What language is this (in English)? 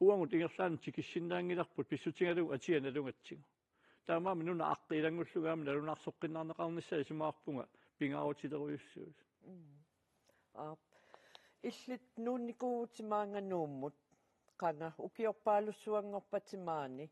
Kalaallisut